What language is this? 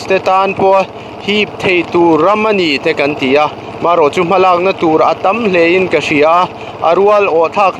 Mizo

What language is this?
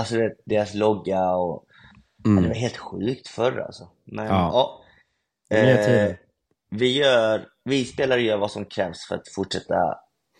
Swedish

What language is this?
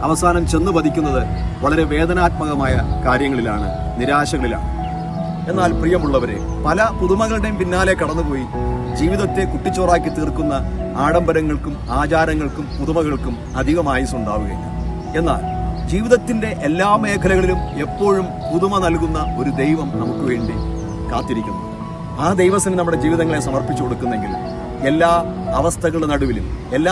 Malayalam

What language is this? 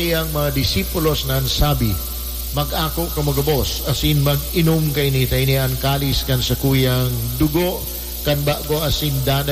Bikol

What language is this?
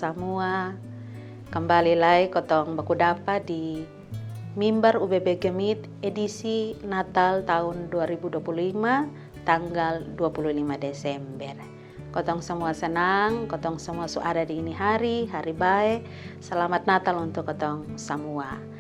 Kupang Malay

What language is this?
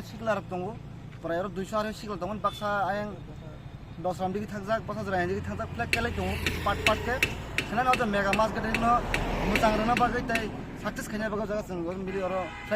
Kok Borok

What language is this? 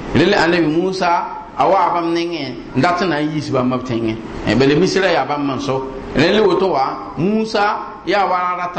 Mossi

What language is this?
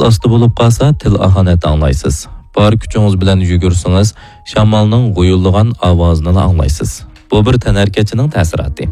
Uyghur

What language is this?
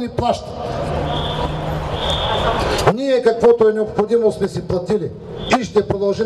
Bulgarian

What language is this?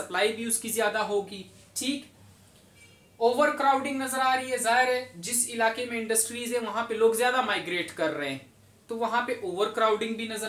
Hindi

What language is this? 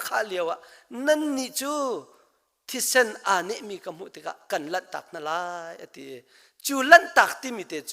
Hakha Chin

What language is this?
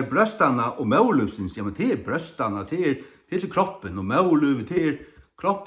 Faroese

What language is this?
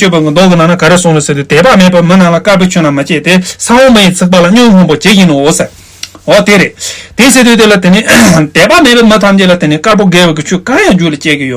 Tibetan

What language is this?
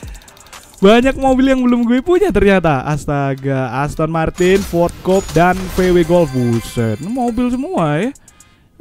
Indonesian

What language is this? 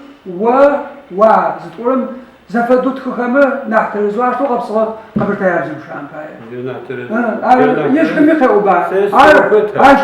Adyghe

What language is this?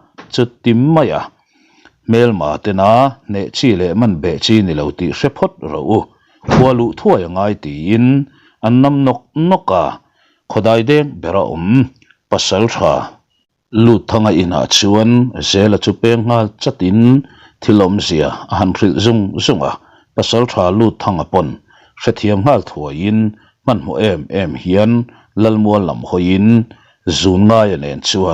Mizo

